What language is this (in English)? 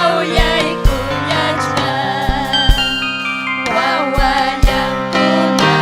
Ayacucho Quechua